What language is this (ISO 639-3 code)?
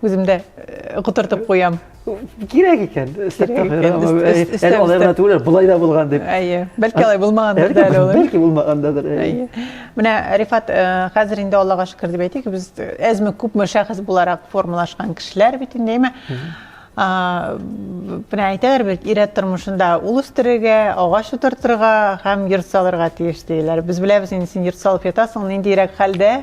tat